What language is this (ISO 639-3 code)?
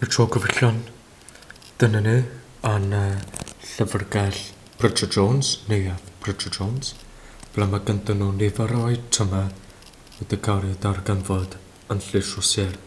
cym